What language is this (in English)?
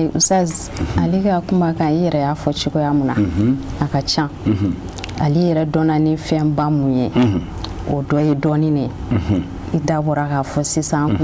Bambara